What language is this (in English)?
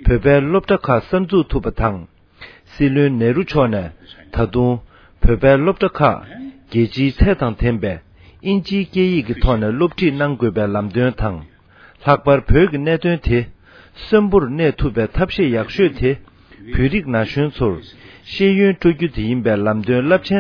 Tibetan